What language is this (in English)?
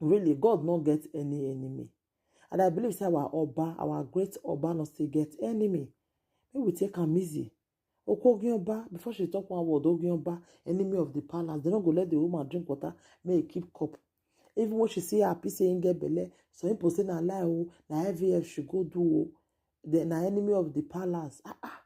Nigerian Pidgin